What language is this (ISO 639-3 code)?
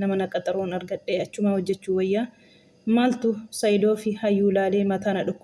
orm